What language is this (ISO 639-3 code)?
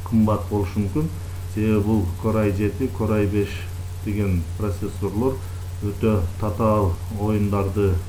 kir